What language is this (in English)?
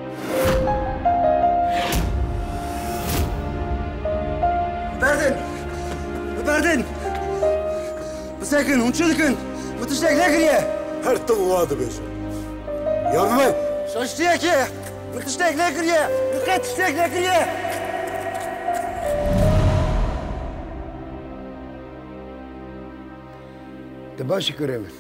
Kurdish